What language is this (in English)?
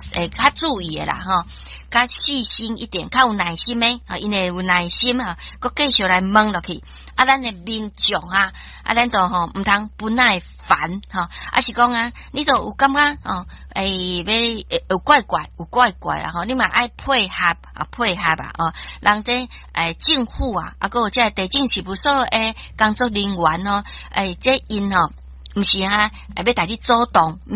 Min Nan Chinese